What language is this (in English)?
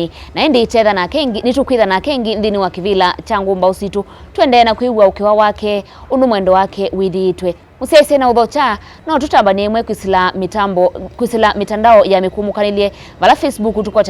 Kamba